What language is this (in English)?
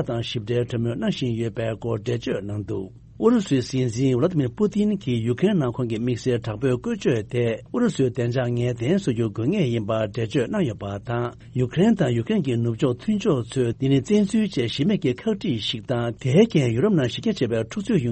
Tibetan